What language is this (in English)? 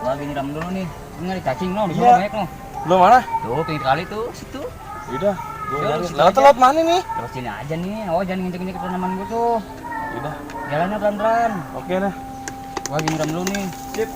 Betawi